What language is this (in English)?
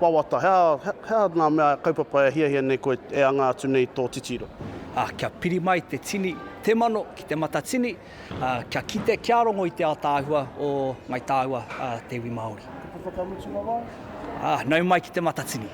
Māori